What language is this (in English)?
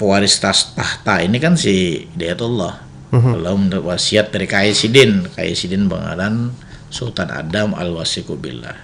Banjar